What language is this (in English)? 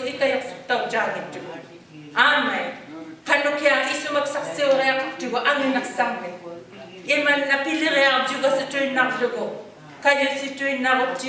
Inuktitut